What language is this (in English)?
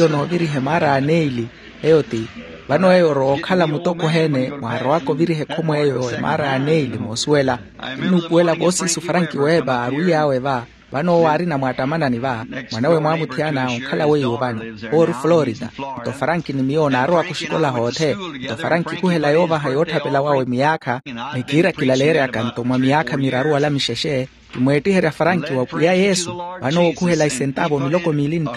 Makhuwa